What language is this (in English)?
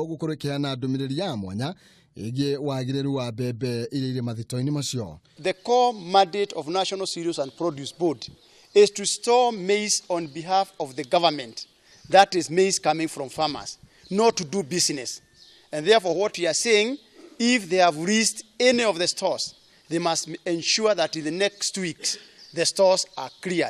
Kikuyu